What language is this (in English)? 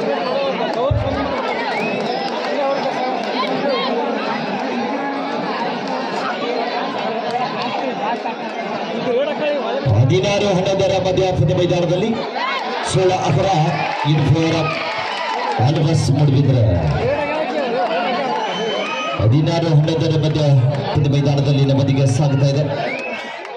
Kannada